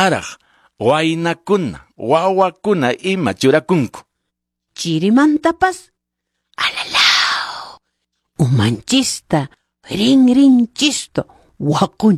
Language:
Quechua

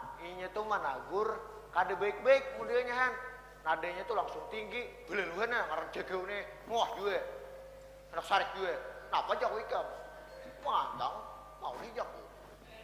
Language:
Banjar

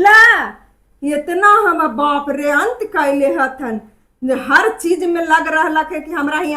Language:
Magahi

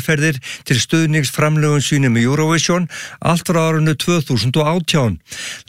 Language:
Icelandic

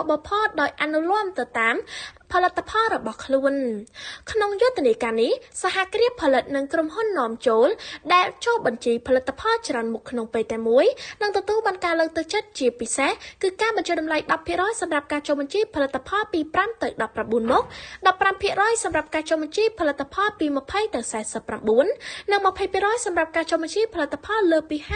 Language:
Khmer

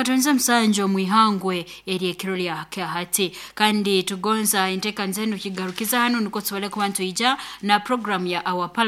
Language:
Nyoro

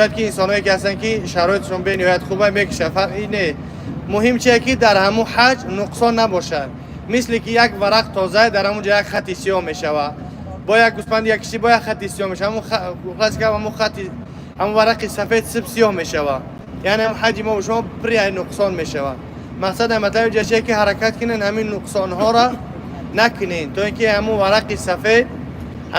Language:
Tajik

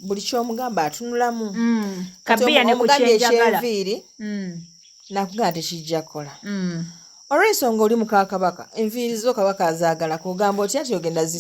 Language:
Ganda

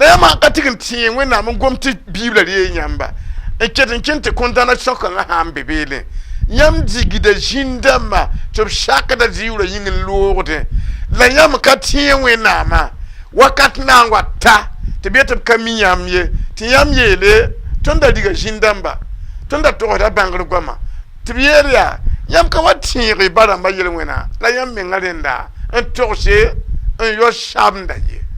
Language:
Mossi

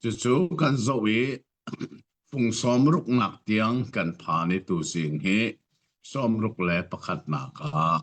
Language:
Hakha Chin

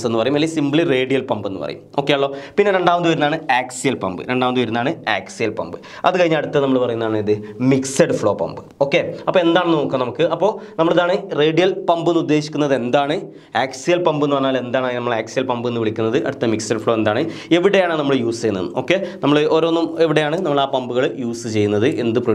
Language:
Malayalam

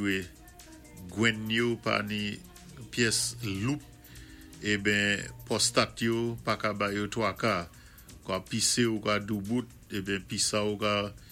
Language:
Saint Lucian Creole French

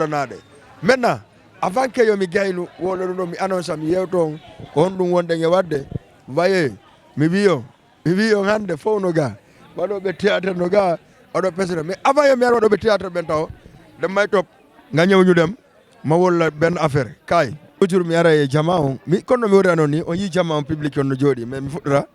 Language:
Fula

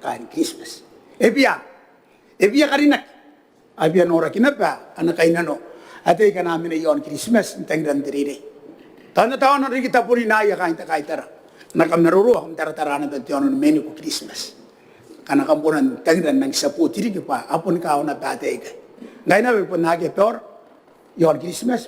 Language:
Gilbertese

